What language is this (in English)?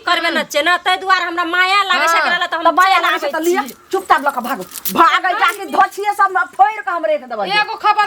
Maithili